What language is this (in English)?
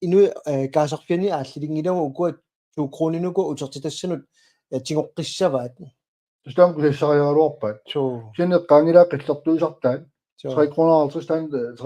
Kalaallisut